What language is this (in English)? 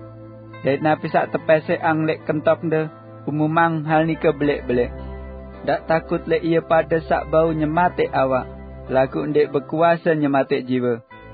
Sasak